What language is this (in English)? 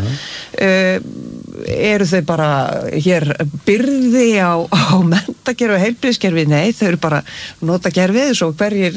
Icelandic